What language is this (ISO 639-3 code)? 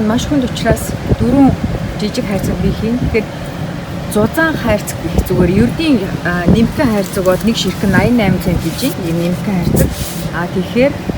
mon